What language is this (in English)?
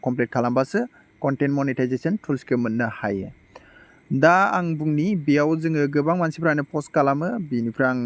Bodo